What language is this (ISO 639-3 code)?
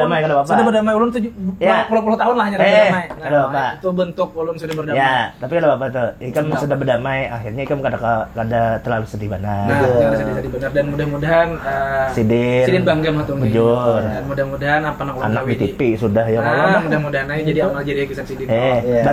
bjn